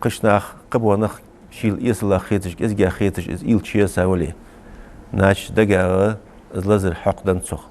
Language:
Ingush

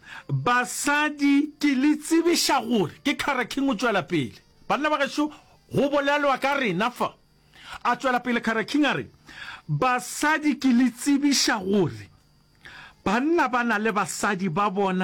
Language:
Northern Sotho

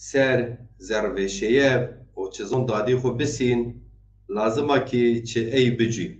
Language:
Zaza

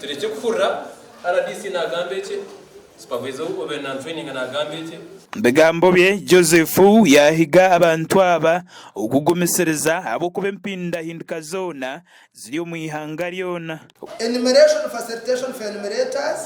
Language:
Nyankole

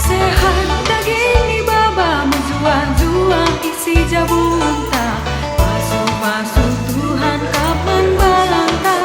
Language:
Batak Karo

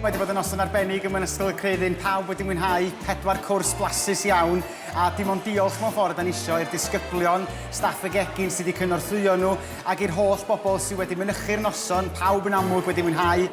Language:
Welsh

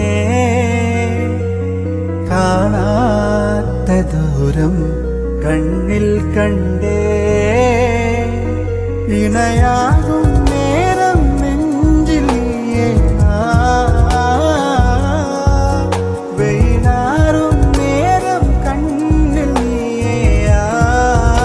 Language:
Malayalam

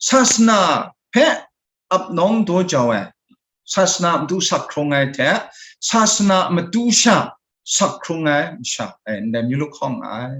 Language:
Kachin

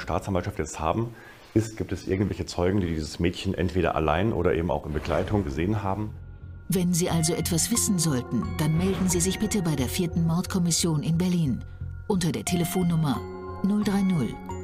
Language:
German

